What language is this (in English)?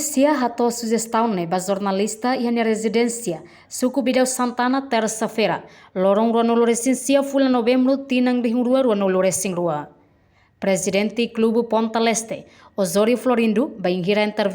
Tetum